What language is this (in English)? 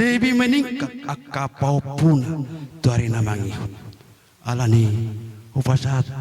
Batak Toba